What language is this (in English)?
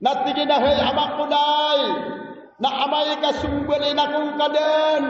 Maranao